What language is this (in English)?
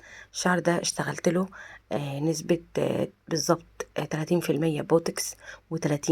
Egyptian Arabic